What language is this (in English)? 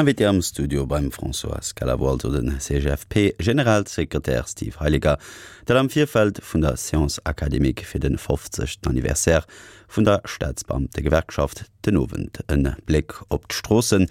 Luxembourgish